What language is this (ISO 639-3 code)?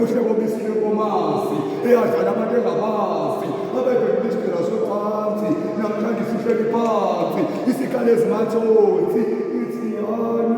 zul